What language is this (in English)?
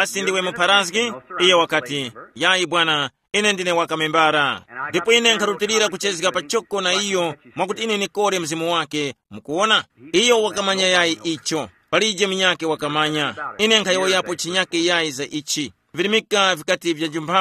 Tumbuka